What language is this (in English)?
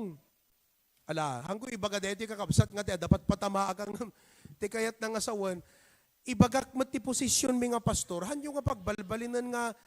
Iloko